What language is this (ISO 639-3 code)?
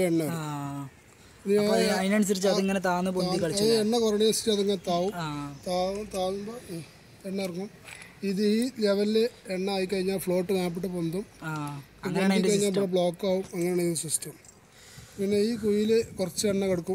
mal